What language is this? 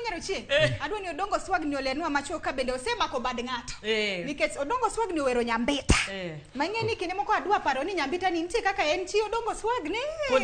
Luo (Kenya and Tanzania)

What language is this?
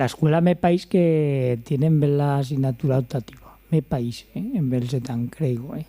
Aragonese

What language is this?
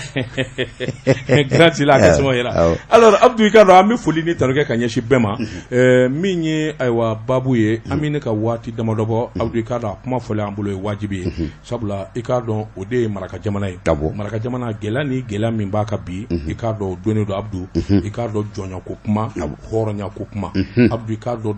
Bambara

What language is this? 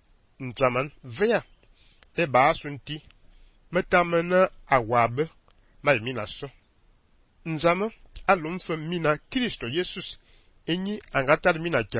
Fang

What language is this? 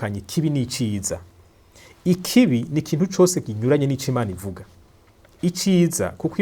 Rundi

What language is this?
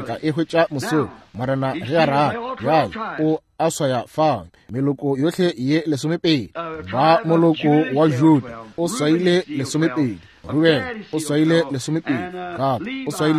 Northern Sotho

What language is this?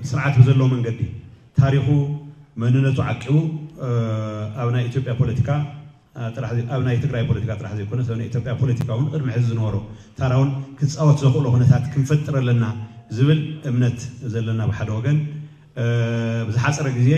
Tigrinya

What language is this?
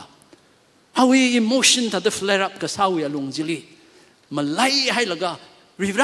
Tangkhul Naga (India)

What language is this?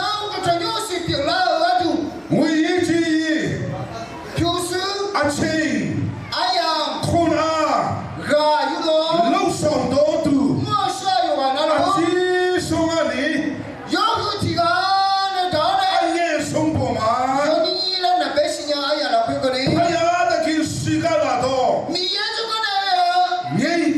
Akha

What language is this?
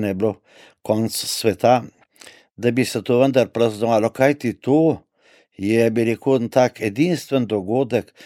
Slovenian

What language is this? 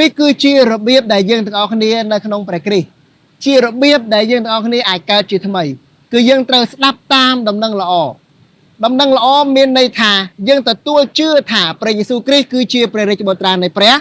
Khmer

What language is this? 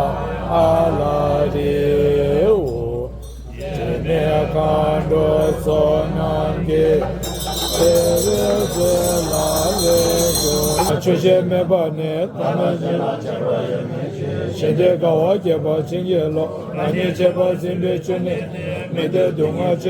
Tibetan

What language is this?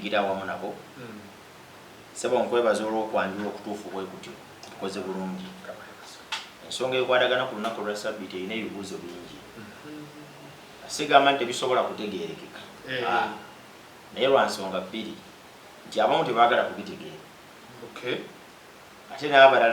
Ganda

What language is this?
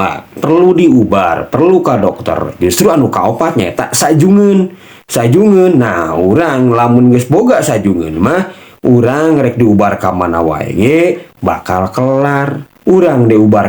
Sundanese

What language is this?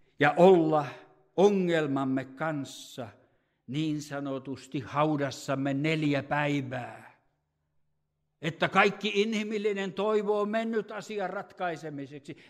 Finnish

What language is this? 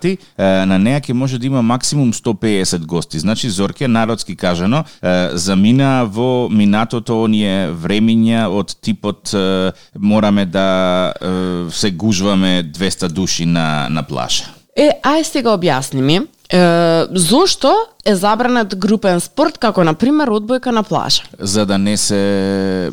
Macedonian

